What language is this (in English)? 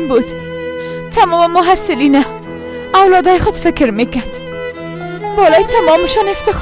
Persian